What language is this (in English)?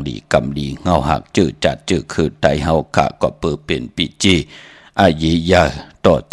Shan